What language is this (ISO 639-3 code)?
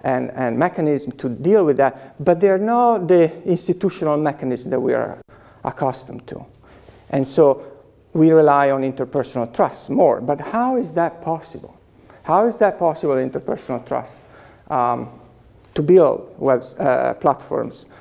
eng